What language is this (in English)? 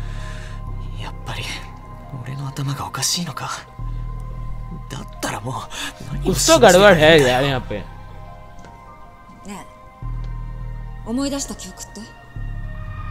Japanese